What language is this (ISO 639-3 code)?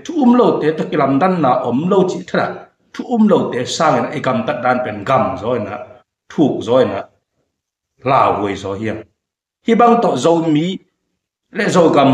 ctd